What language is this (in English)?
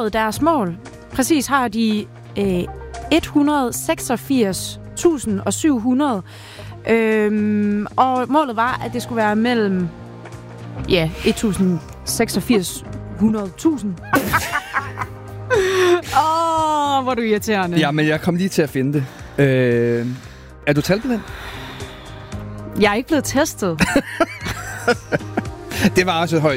Danish